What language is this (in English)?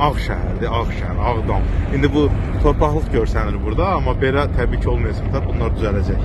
Azerbaijani